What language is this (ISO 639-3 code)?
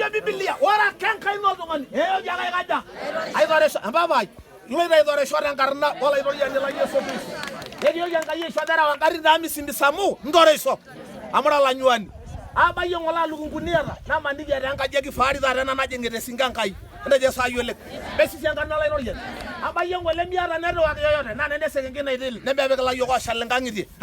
mas